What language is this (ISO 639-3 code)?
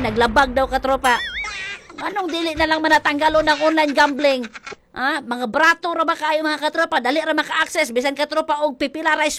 ceb